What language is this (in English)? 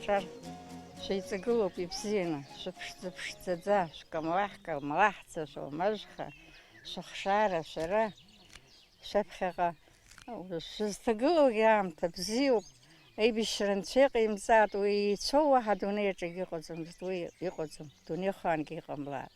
Abkhazian